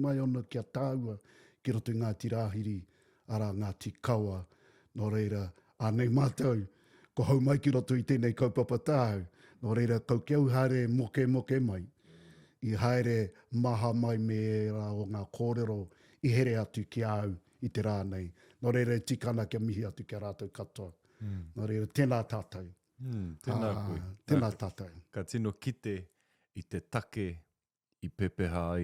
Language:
Māori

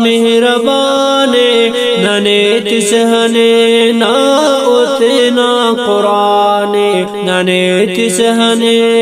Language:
Brahui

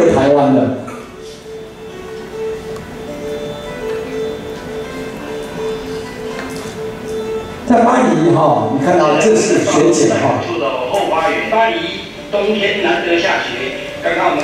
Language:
Chinese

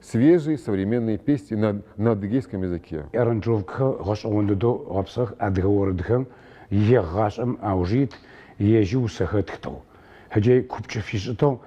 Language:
Adyghe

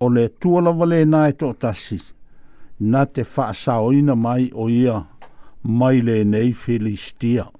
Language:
Samoan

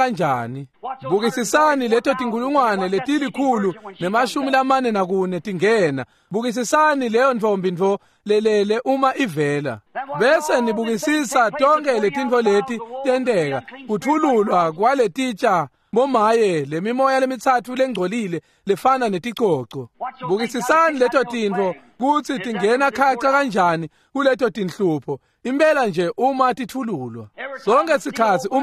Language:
Swati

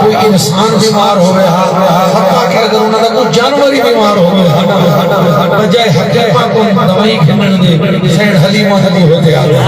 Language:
Saraiki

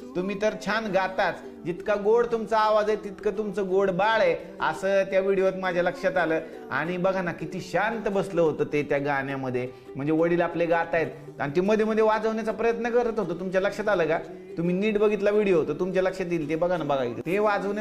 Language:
Marathi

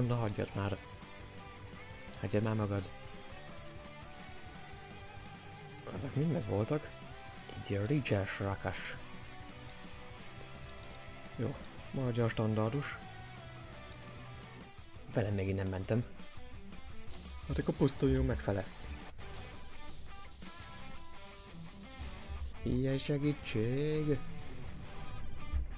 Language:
Hungarian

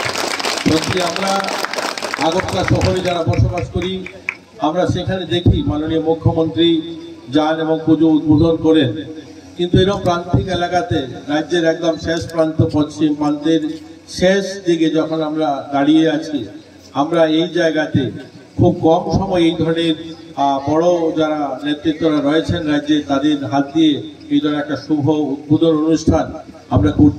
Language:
Bangla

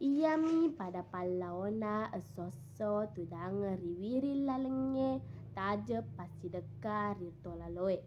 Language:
Buginese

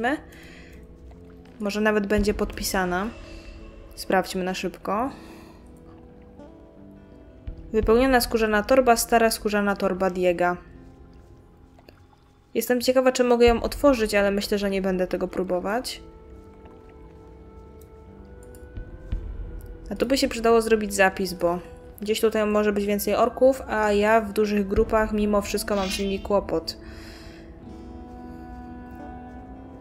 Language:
Polish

